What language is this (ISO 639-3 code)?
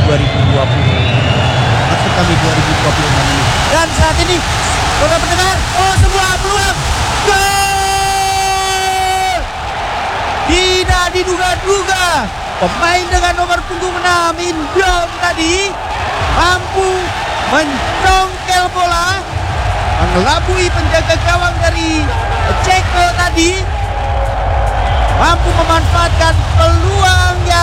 ind